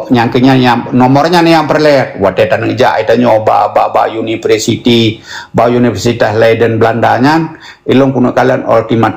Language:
Achinese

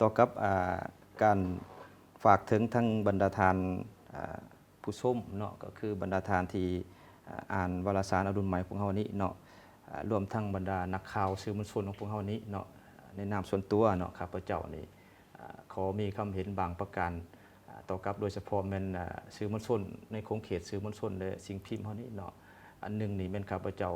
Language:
Lao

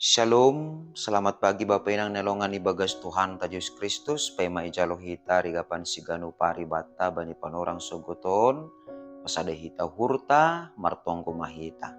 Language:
Batak Simalungun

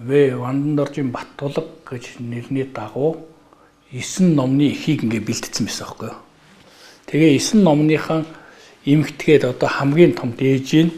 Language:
Mongolian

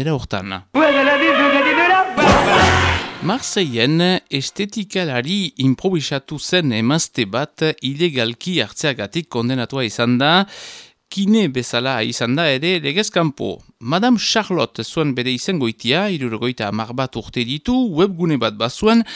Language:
Basque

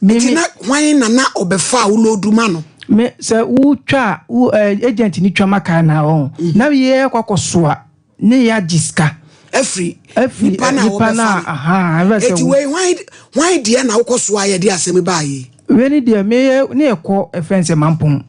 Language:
Akan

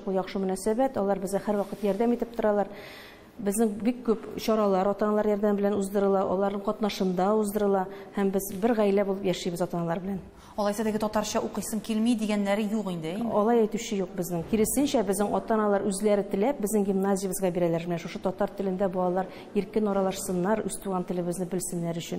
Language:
Tatar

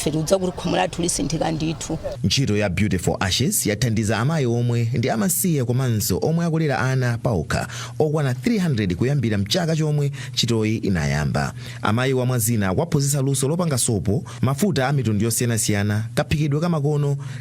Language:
Nyanja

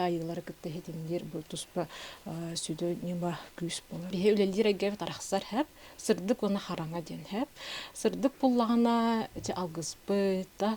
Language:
Yakut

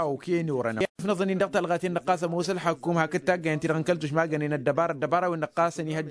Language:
Tamasheq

